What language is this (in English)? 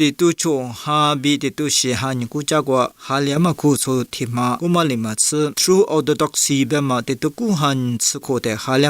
Lisu